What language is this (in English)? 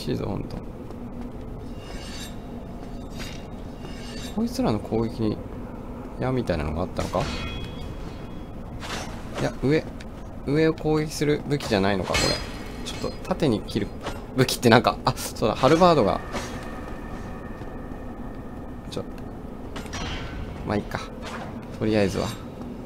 Japanese